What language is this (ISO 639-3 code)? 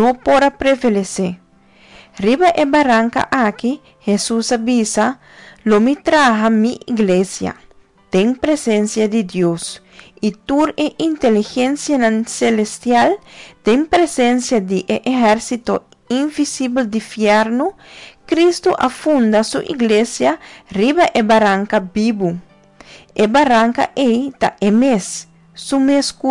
pap